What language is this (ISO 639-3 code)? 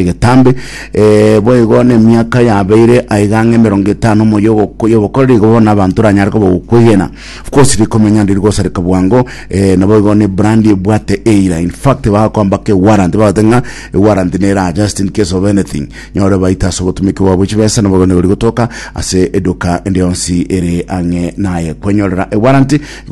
guz